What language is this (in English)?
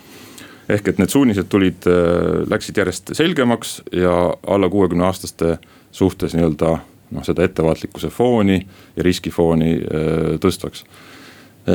Estonian